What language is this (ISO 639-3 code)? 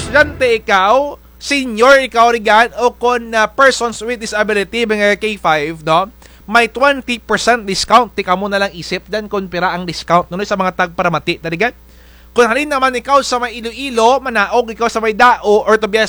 krj